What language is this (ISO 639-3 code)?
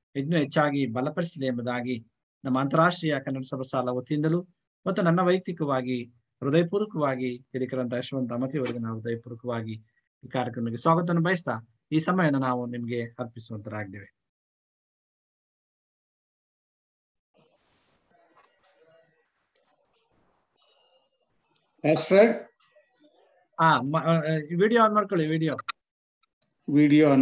kan